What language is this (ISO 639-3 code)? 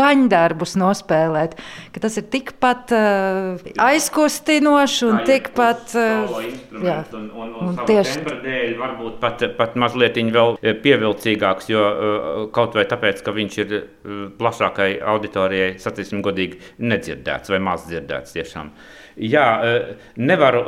lav